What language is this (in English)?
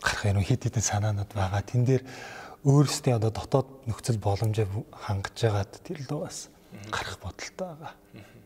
Mongolian